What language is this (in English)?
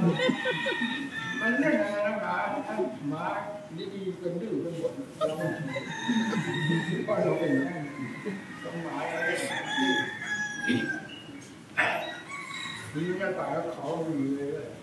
Thai